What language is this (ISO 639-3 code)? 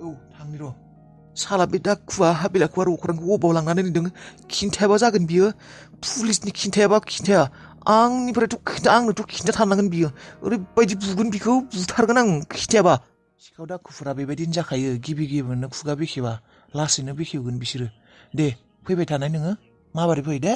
brx